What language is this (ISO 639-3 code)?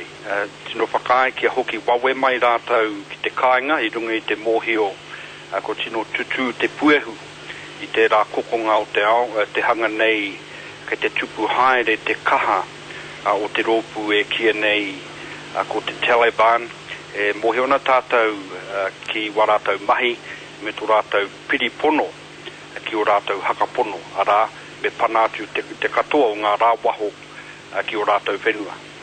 mri